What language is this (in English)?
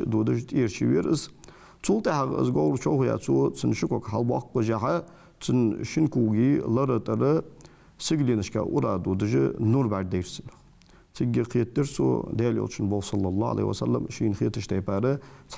Ingush